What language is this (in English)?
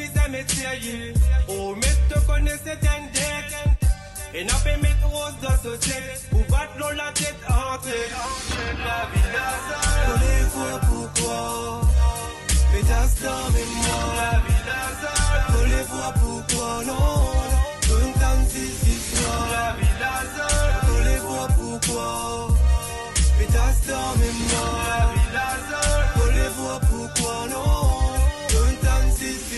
Morisyen